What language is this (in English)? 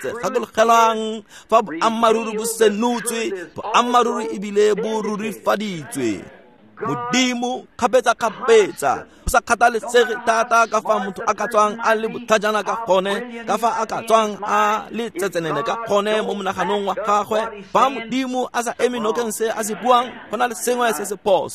Tswana